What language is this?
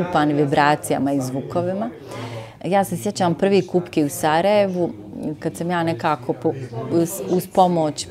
Bosnian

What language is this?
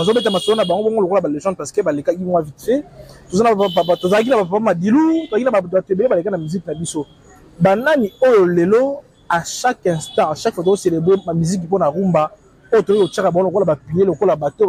Lingala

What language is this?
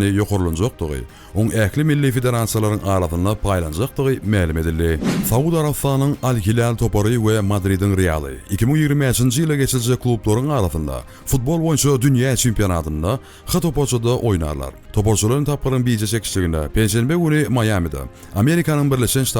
Turkmen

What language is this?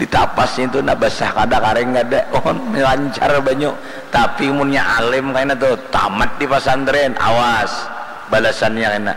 Banjar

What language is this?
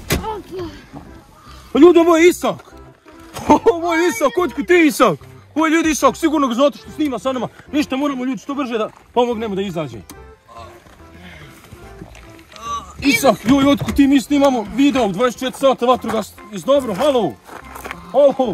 Croatian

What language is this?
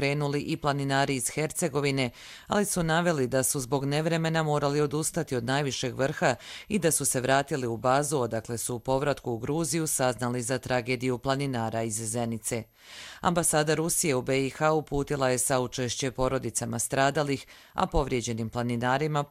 Croatian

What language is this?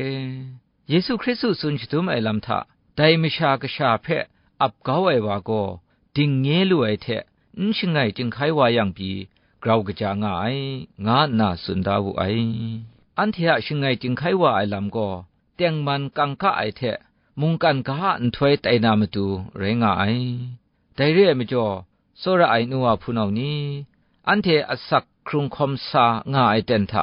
Kachin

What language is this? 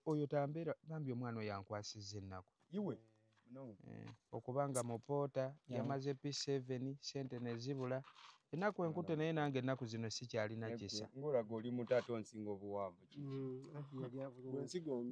Ganda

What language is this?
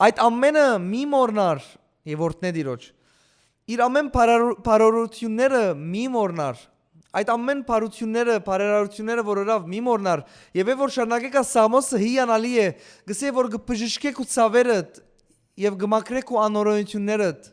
Western Armenian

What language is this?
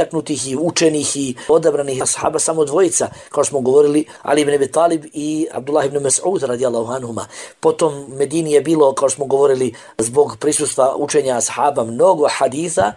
Bosnian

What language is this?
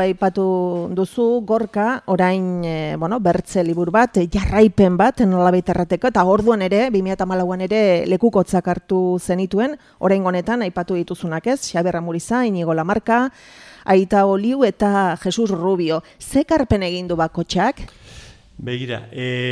Basque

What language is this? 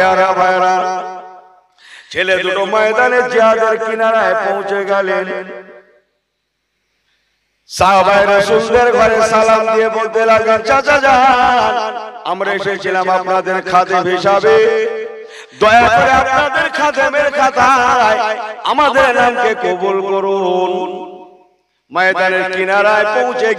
Bangla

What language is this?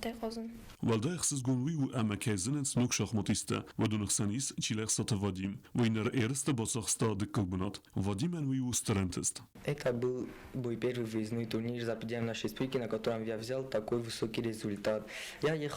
Ossetic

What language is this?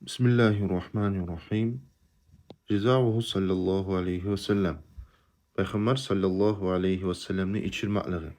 Kumyk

